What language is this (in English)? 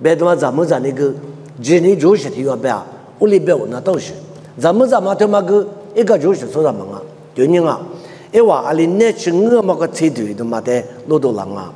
Lisu